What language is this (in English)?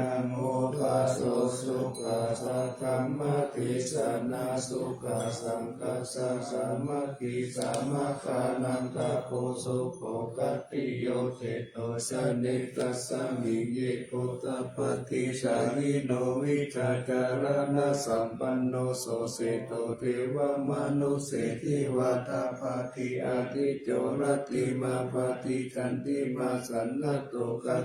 Pali